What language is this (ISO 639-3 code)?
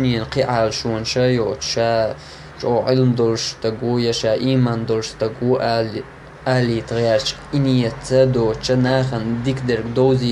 che